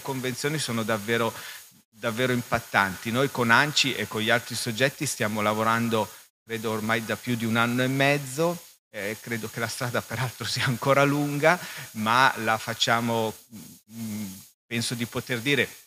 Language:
Italian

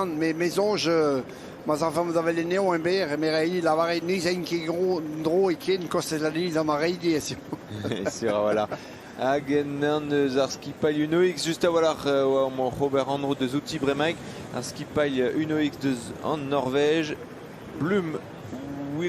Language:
Breton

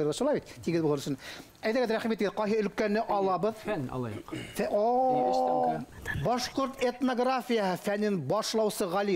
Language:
Bashkir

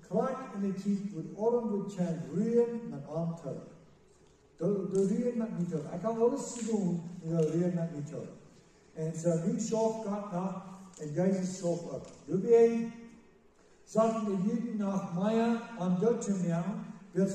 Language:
Plautdietsch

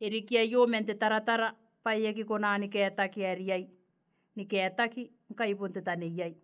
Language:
Gilbertese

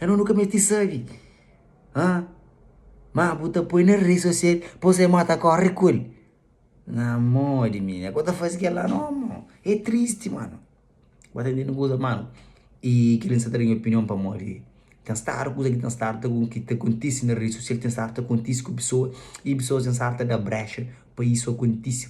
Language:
Kabuverdianu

